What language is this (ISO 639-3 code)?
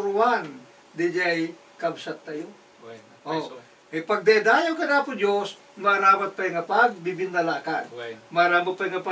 ilo